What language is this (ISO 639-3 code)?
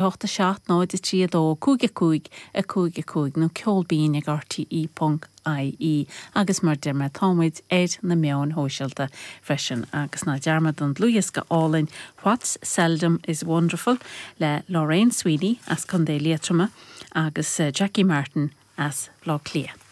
gle